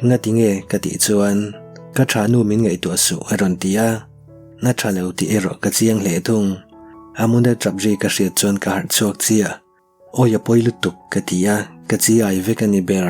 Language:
Mizo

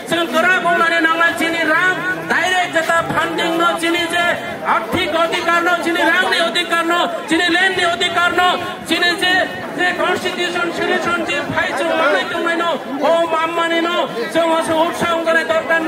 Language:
Kok Borok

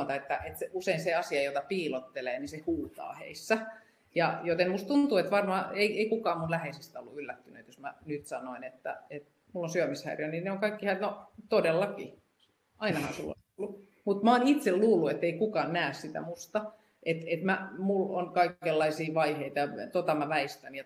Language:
Finnish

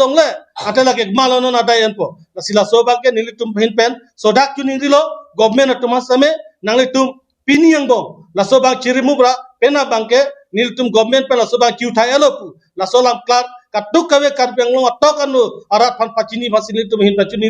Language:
Karbi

